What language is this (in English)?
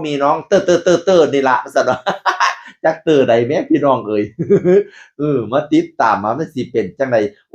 Northeastern Thai